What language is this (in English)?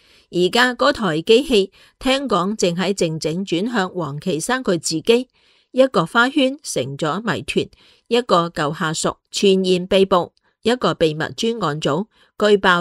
Cantonese